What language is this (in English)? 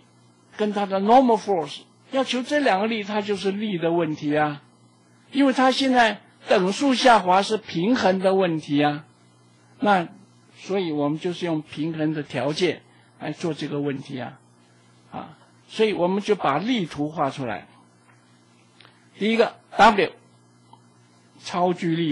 Chinese